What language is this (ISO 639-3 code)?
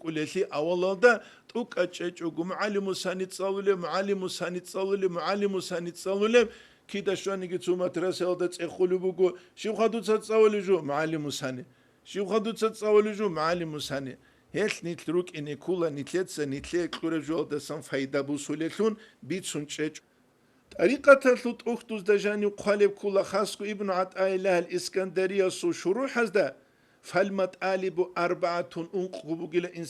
ava